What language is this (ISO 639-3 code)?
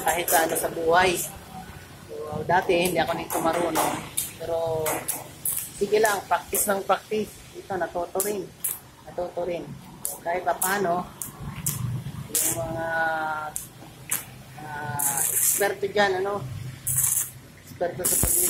fil